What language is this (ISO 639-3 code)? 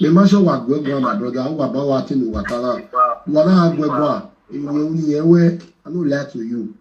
pcm